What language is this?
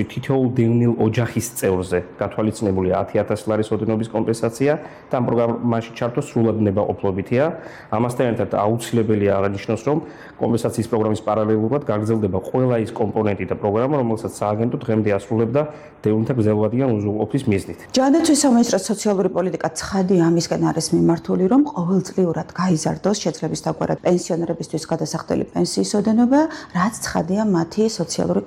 Georgian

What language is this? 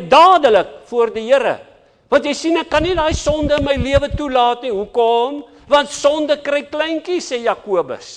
Afrikaans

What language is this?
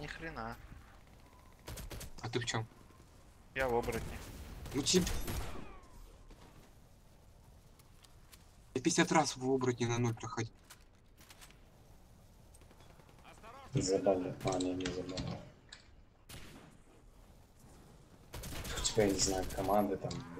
Russian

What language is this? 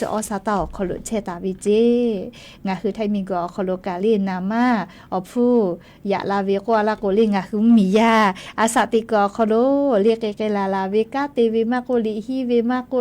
Lahu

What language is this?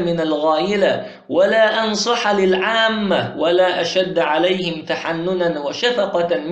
Chechen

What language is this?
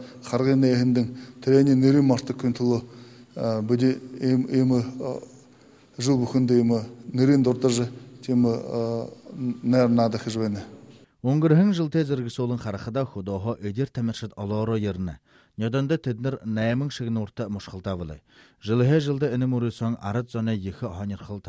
Buriat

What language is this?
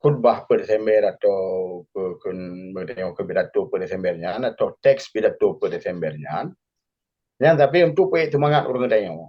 Achinese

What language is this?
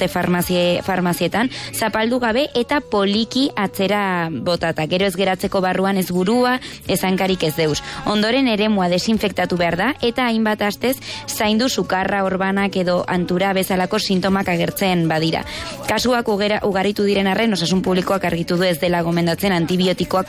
Basque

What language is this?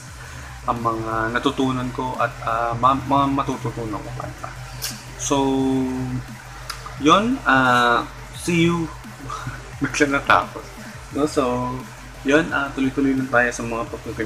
Filipino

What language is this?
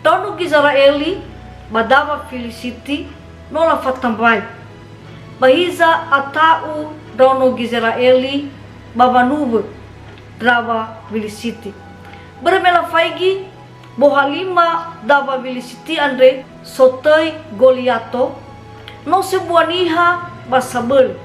Nias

